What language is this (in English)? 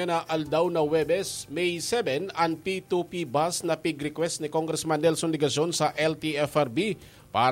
Bikol